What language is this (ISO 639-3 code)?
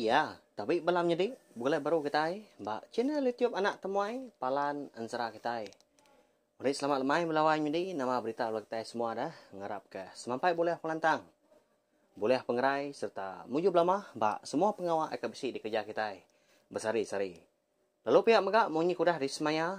iba